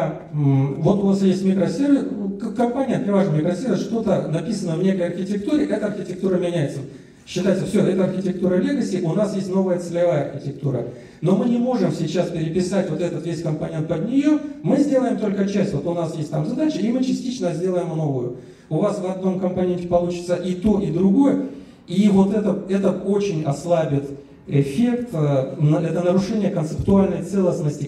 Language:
Russian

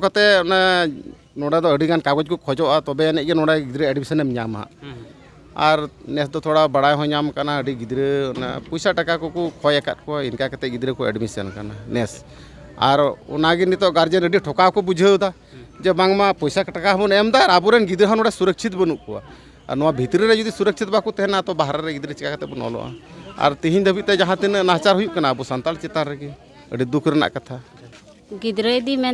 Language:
Santali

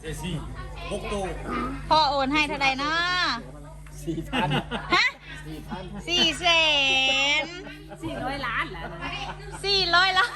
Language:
Lao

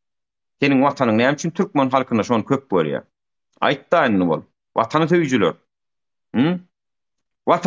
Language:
Turkmen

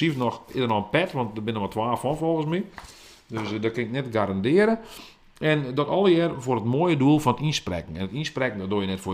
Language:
Western Frisian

